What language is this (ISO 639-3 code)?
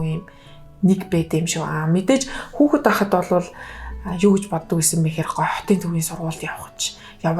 mon